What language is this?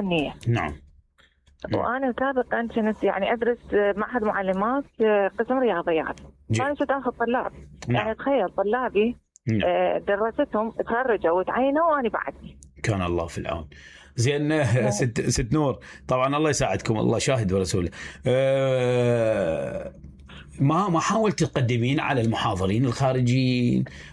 Mesopotamian Arabic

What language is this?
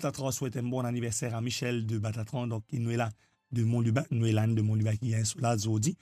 Morisyen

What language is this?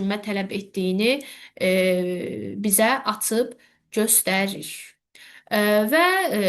Azerbaijani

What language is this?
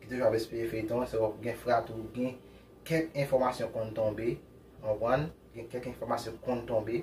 Haitian Creole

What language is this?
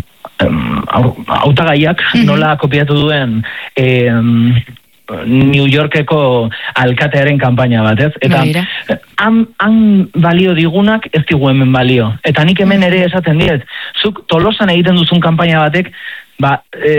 Basque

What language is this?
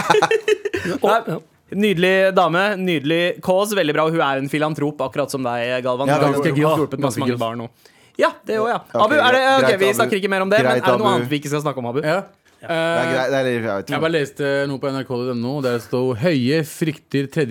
Norwegian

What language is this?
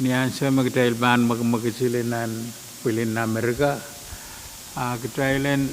Pohnpeian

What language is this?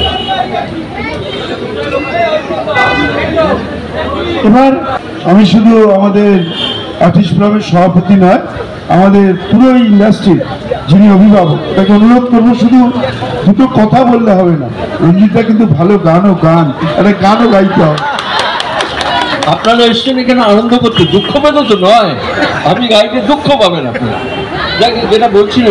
Bangla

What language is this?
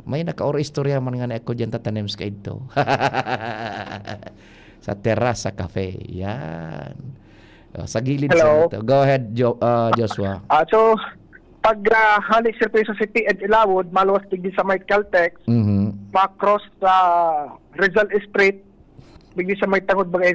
Bikol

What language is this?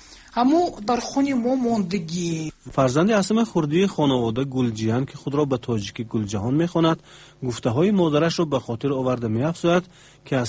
Tajik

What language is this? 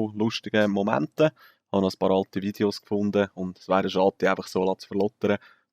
Swiss German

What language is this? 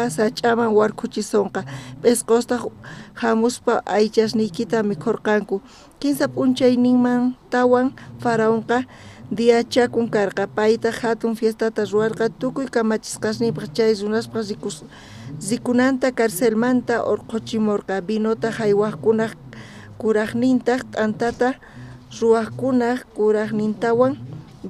South Bolivian Quechua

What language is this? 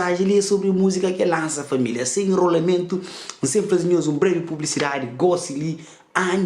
Kabuverdianu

